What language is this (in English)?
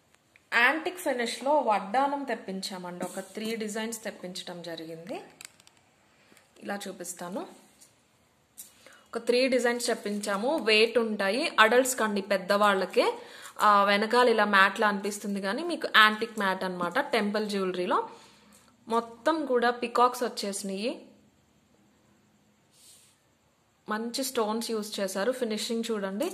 Telugu